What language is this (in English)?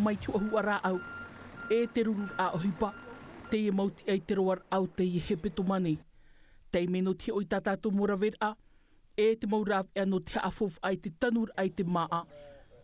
Tahitian